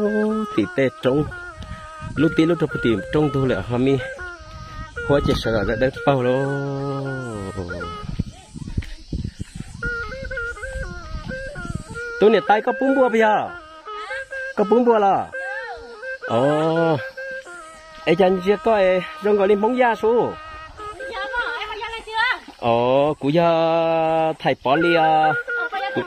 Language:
Vietnamese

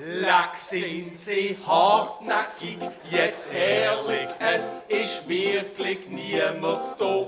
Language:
Swiss German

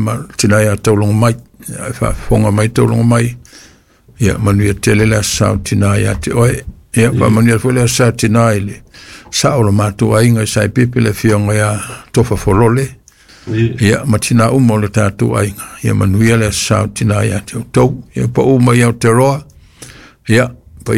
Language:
Samoan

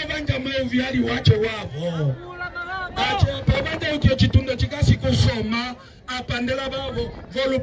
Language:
Umbundu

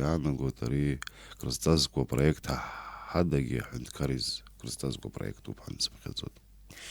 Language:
Abkhazian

